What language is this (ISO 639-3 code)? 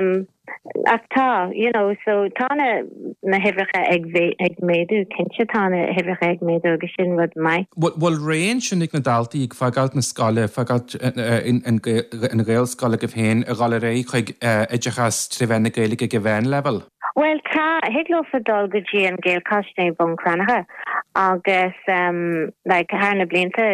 gle